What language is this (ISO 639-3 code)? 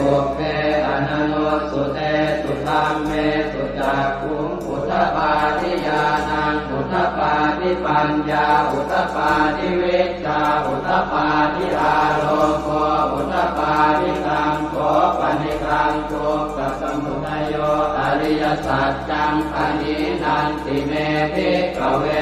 pli